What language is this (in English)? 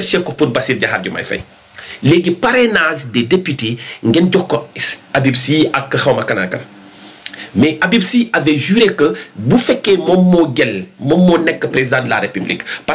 Wolof